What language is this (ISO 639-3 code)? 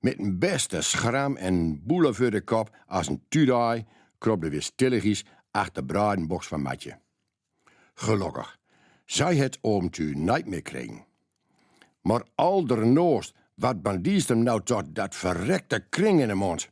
gos